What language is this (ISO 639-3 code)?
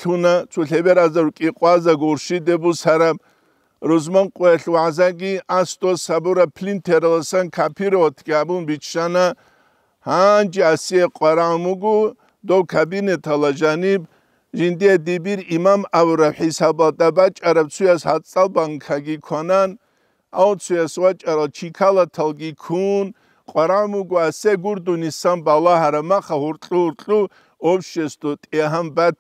ava